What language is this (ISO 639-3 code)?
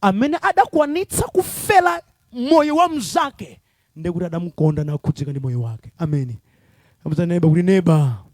nya